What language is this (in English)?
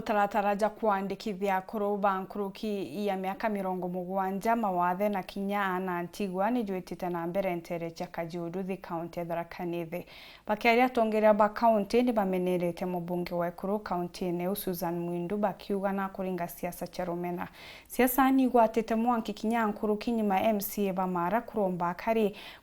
Meru